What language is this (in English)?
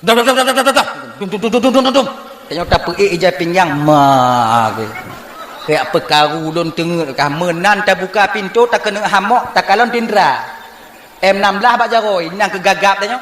Achinese